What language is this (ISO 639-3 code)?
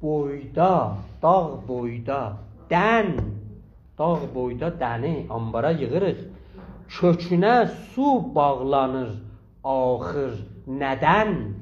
azb